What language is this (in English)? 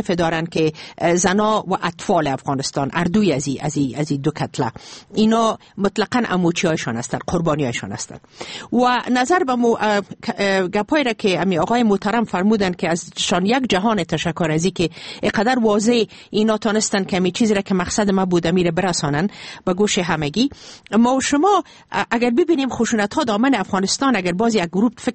Persian